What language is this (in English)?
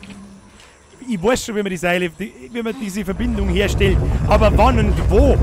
Bavarian